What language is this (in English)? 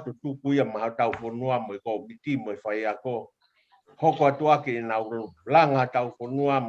Tongan